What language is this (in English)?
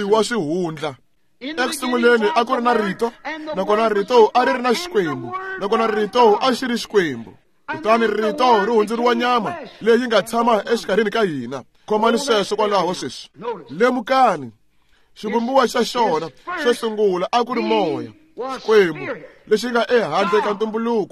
Tsonga